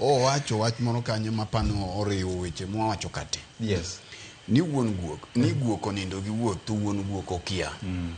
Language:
Luo (Kenya and Tanzania)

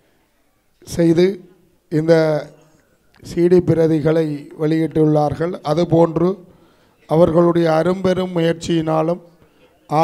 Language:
Tamil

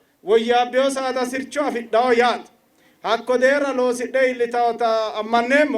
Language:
Sidamo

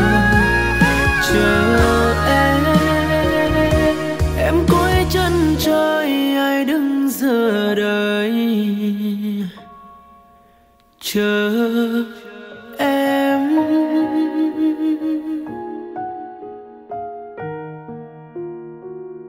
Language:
Vietnamese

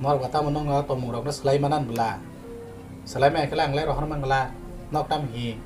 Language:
Kok Borok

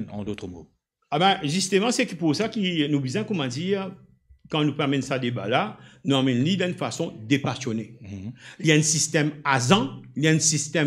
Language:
Morisyen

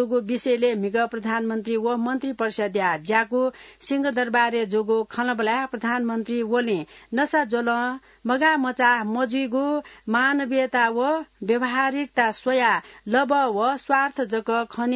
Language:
Newari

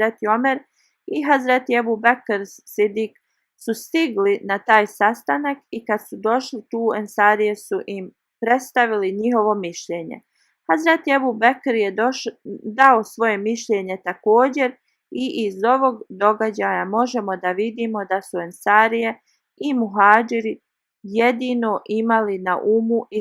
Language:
Bosnian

